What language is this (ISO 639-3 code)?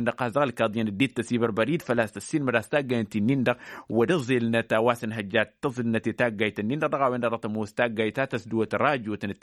taq